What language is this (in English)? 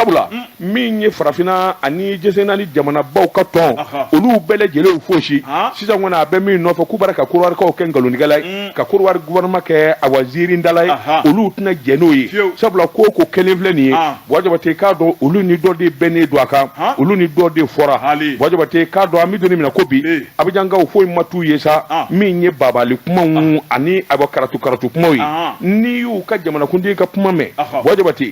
Bambara